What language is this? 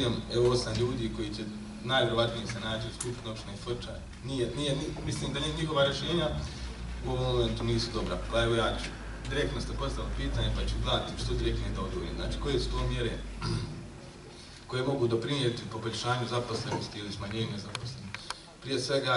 Bosnian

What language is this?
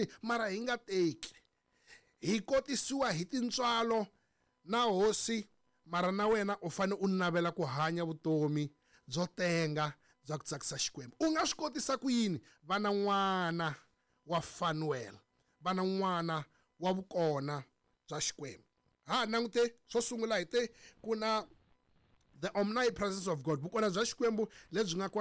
Tsonga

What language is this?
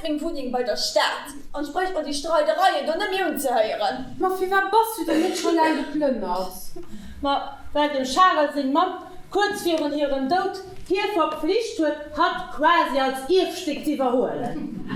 Luxembourgish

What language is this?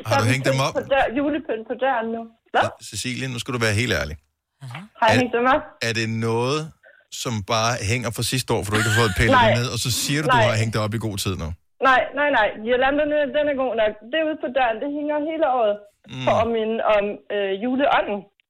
Danish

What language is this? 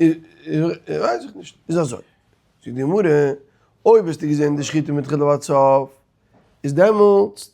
Yiddish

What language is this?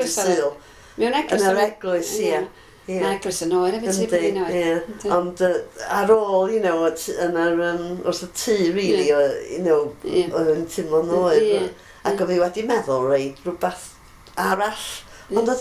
Welsh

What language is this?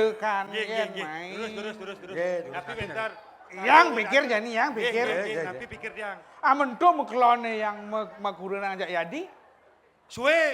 Balinese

